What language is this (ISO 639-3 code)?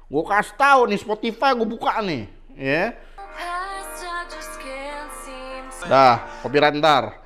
ind